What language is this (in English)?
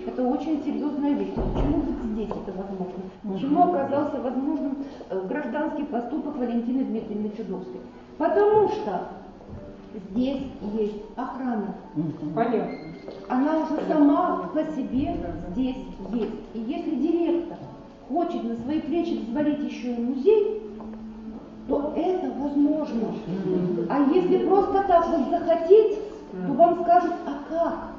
Russian